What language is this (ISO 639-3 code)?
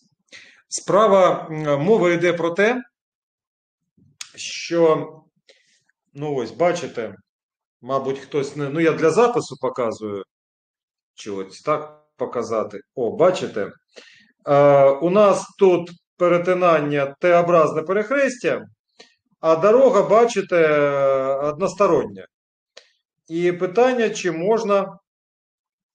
ukr